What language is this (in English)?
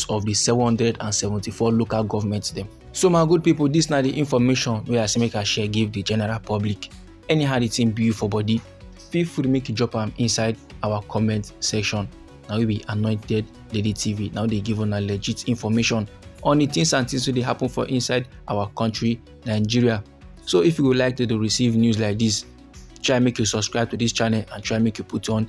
Nigerian Pidgin